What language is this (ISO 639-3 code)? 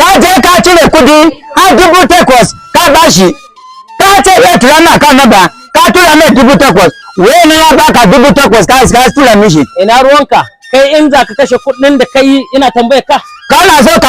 hau